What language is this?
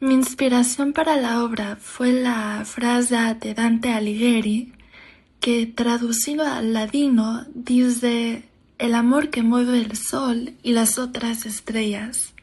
Ladino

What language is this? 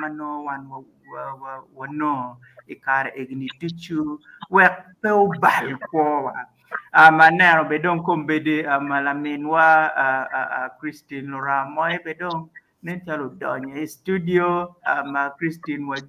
Acoli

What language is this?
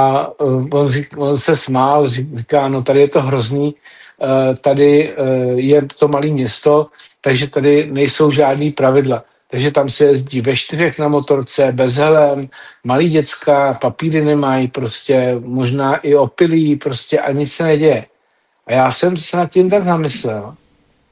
Czech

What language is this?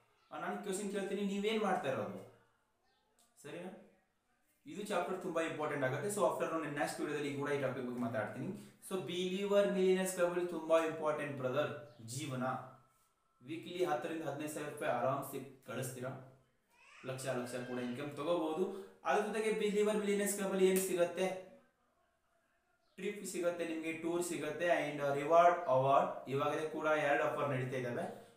Kannada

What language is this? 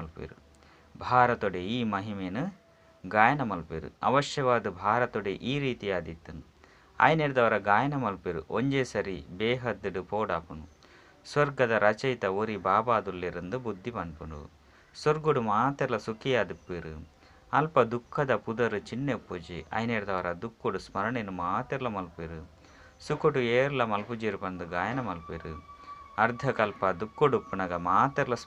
Tulu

